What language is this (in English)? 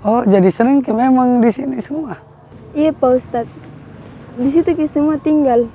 Makassar Malay